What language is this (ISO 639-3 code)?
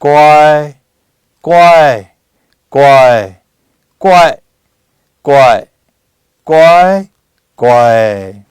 lhu